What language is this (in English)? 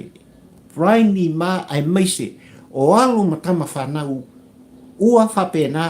Samoan